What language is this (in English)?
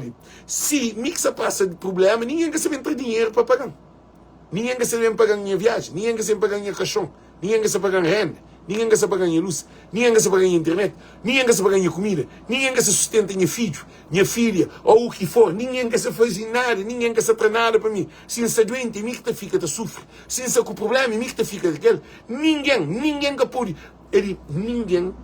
Kabuverdianu